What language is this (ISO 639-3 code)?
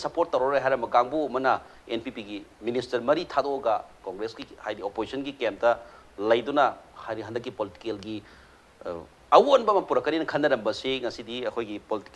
mni